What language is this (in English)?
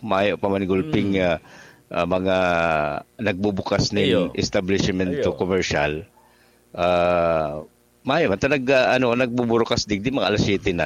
Bikol